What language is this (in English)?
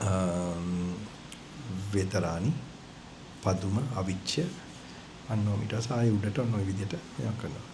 Sinhala